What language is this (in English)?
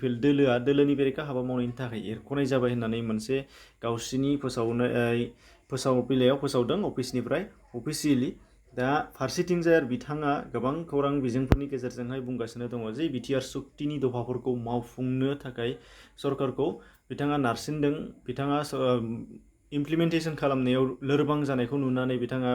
Bodo